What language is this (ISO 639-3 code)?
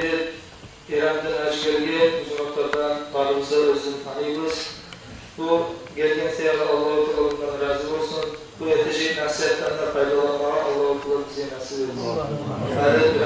kum